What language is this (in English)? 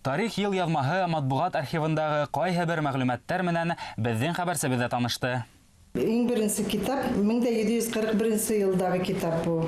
Bashkir